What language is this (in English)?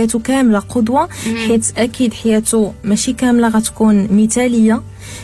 Moroccan Arabic